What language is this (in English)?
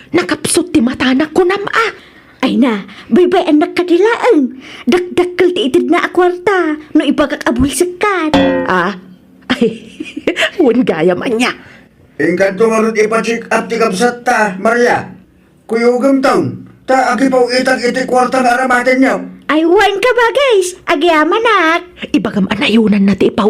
Iloko